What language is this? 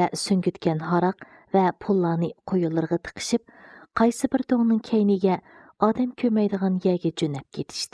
Uyghur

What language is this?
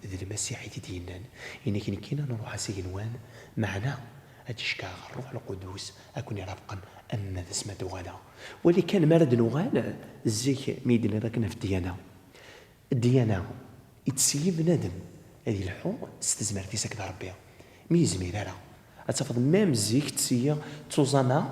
Kabyle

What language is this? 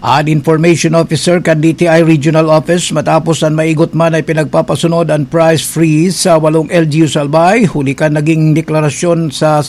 Bikol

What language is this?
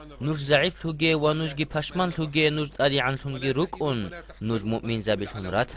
Avaric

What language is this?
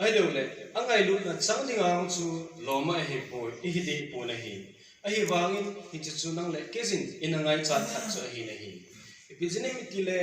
Thado Chin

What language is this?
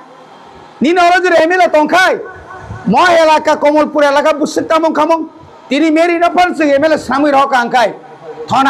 Kok Borok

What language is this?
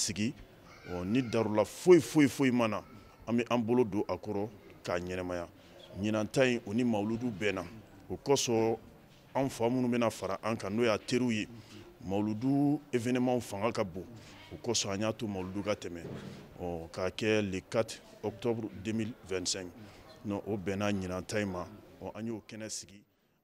Bambara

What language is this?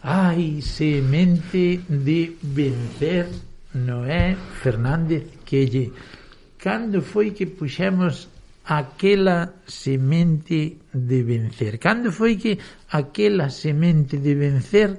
Galician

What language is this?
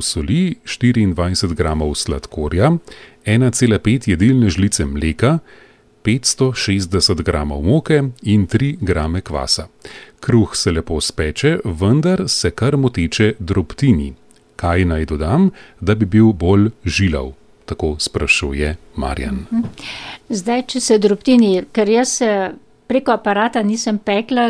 Slovenian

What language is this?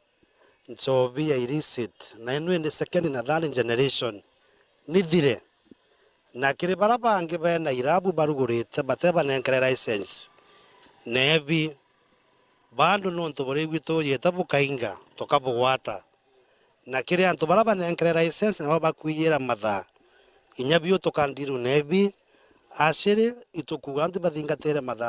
Meru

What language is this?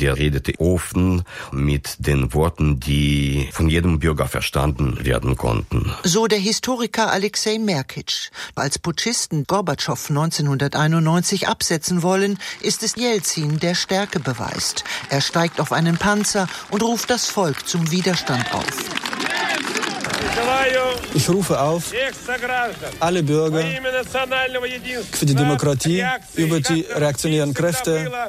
German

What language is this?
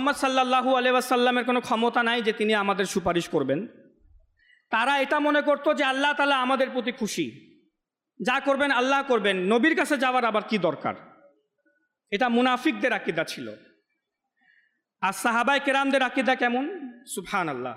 Bangla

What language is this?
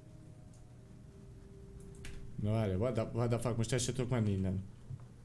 Hungarian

